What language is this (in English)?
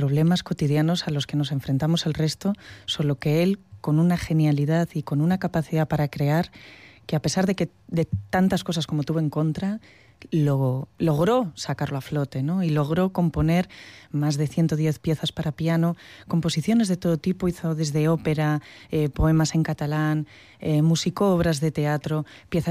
Spanish